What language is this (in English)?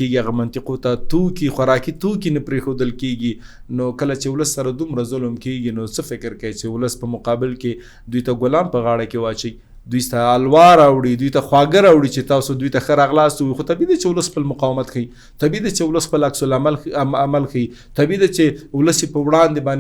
Pashto